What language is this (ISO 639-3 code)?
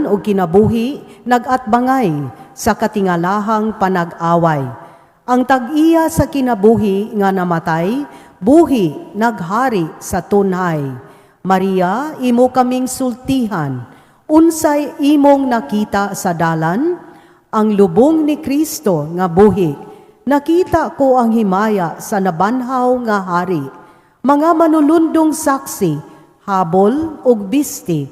ceb